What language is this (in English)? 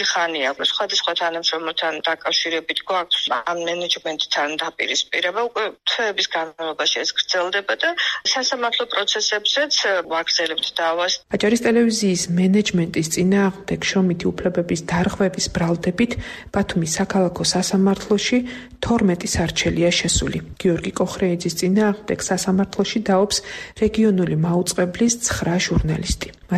Georgian